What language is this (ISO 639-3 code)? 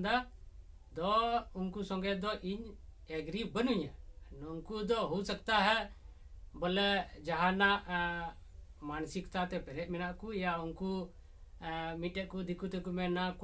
sat